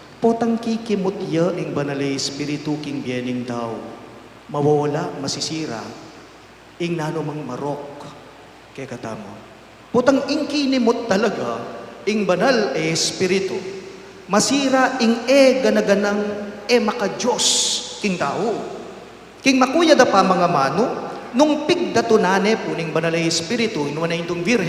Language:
Pampanga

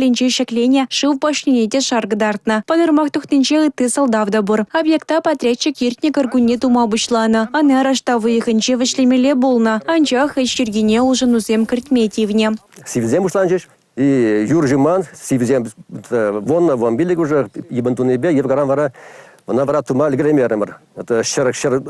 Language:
Chuvash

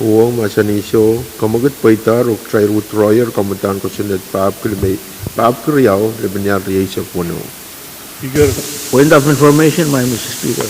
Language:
Pohnpeian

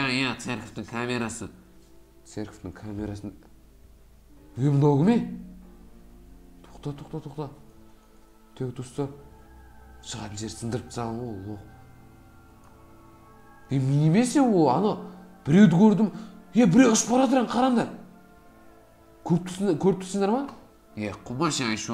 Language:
Kazakh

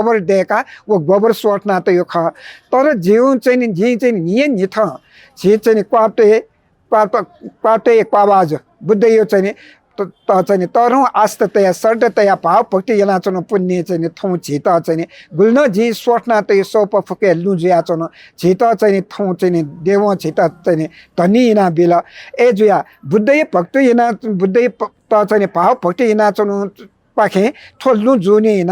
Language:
Newari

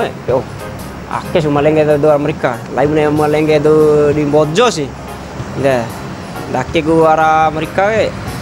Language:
Bima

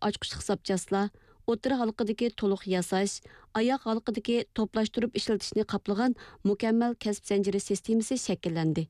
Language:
Uyghur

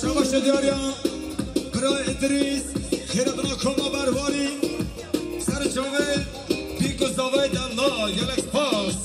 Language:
Kurdish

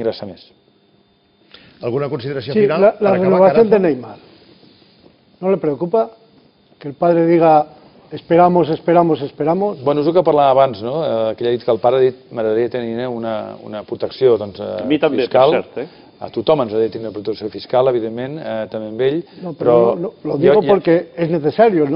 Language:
Catalan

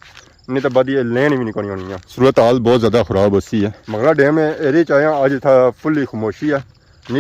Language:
Pahari-Potwari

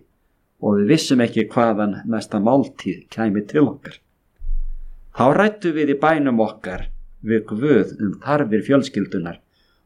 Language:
Icelandic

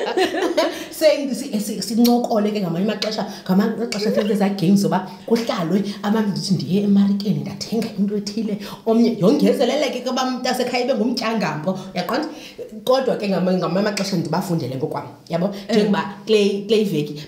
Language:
Xhosa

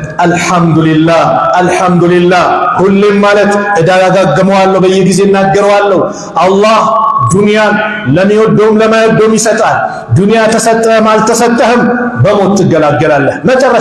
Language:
Amharic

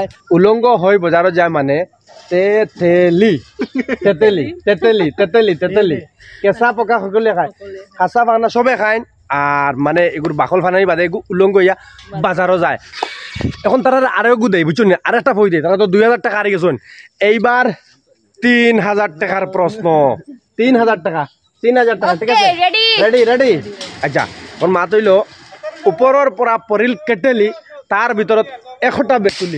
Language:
Sylheti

